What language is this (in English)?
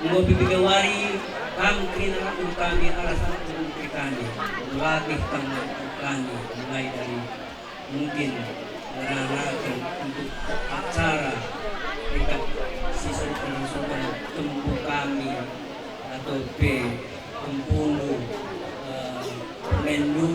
Batak Karo